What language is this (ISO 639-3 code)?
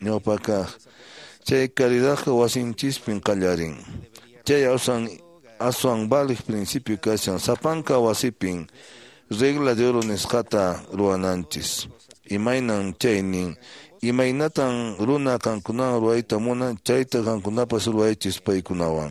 que